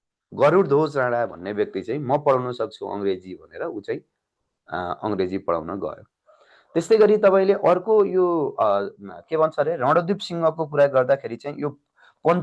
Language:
Nepali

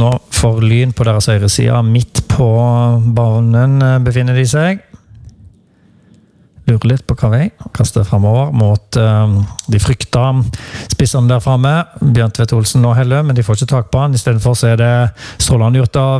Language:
Norwegian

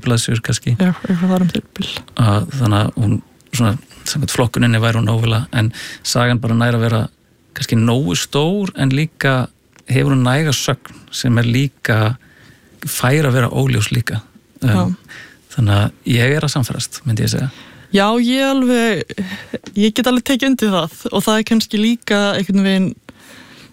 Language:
Icelandic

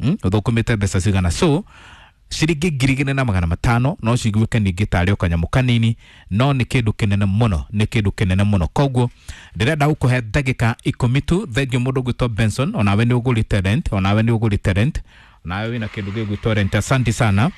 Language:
Kikuyu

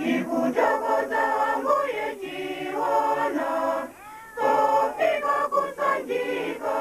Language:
Nyanja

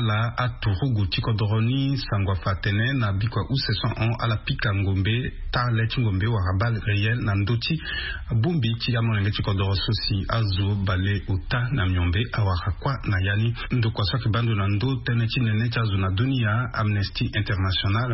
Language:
Sango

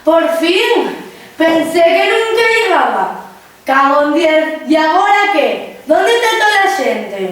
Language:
Asturian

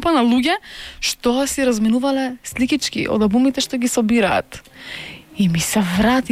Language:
Macedonian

